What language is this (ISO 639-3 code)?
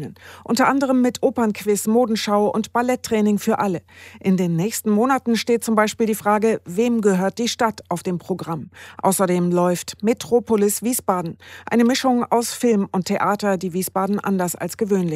deu